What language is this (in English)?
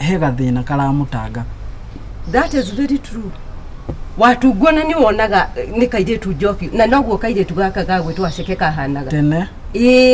Kikuyu